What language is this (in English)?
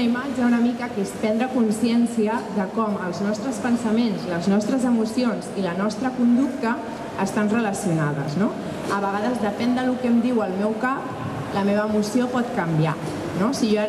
Catalan